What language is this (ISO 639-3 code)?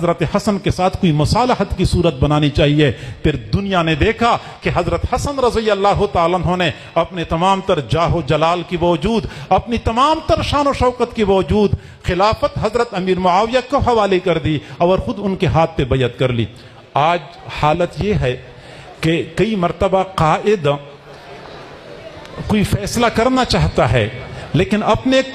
urd